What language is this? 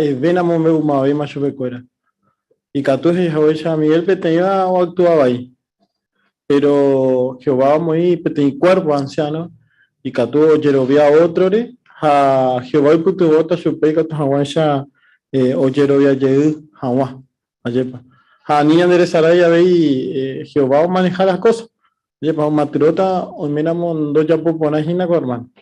Guarani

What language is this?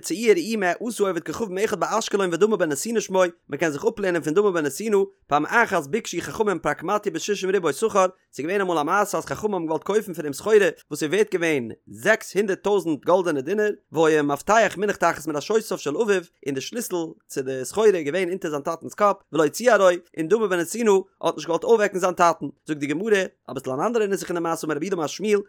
Yiddish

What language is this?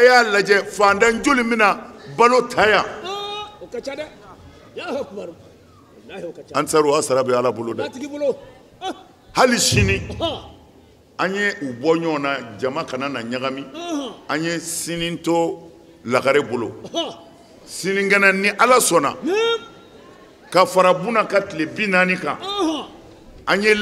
Bambara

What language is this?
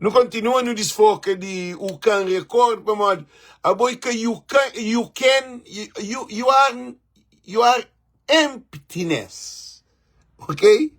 Kabuverdianu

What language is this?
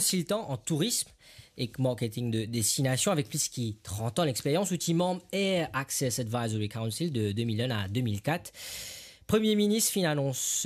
Morisyen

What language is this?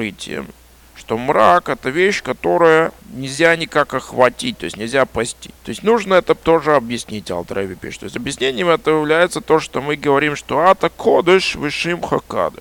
Russian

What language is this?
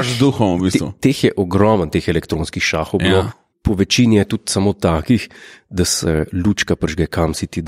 Slovenian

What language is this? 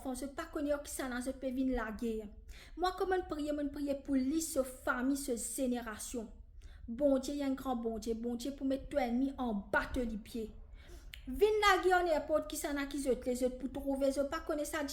Morisyen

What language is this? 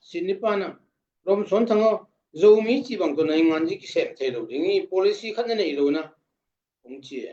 Tedim Chin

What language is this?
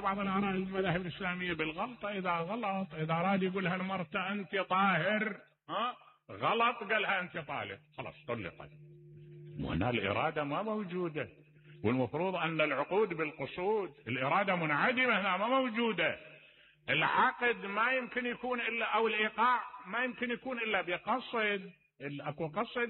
Mesopotamian Arabic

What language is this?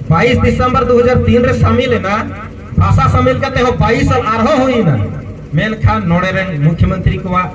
Santali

